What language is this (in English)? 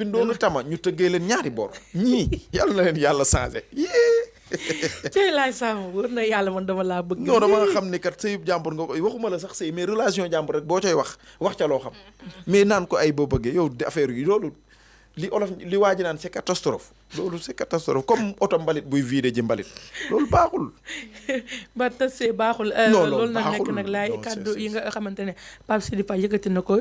Wolof